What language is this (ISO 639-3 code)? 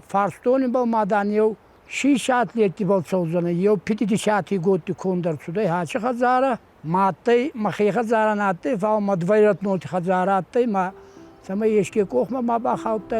oss